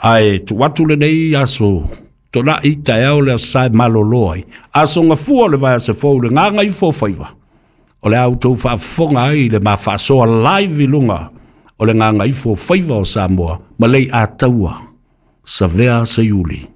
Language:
Samoan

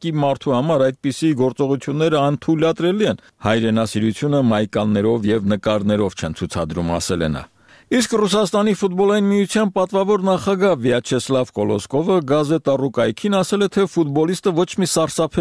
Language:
Armenian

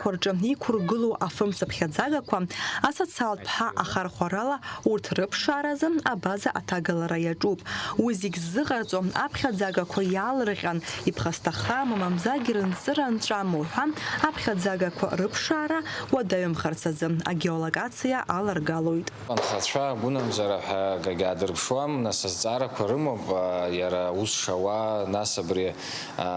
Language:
Abkhazian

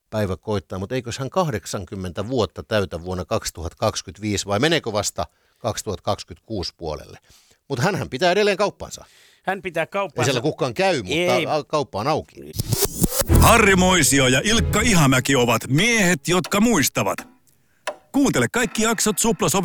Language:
Finnish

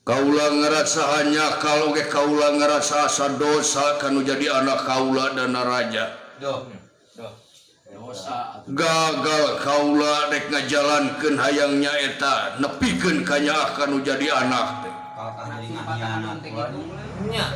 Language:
Sundanese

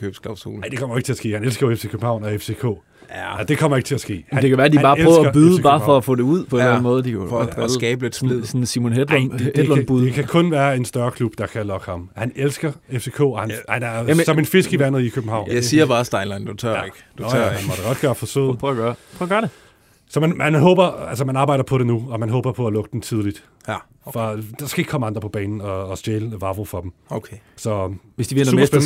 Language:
Danish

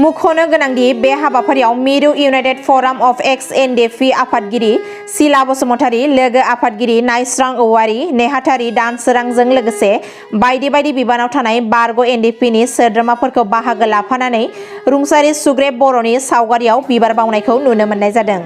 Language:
Bodo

